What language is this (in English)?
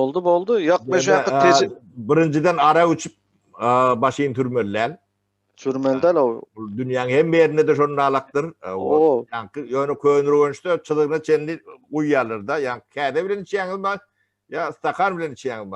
Turkmen